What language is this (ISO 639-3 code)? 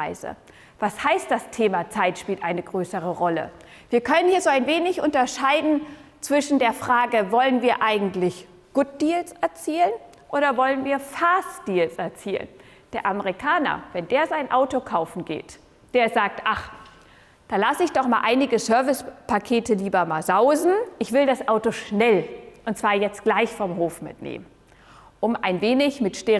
deu